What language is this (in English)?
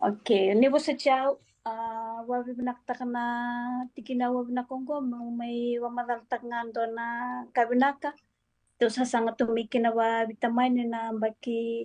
Fijian